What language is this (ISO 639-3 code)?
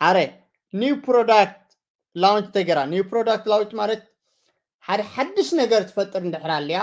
tir